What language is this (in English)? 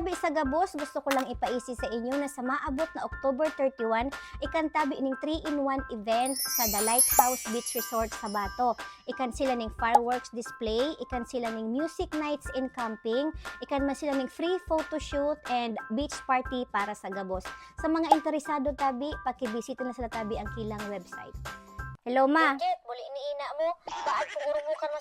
Bikol